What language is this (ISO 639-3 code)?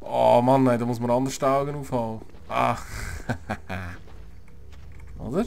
gsw